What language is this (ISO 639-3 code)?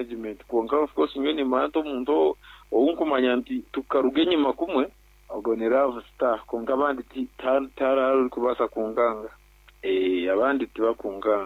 nyn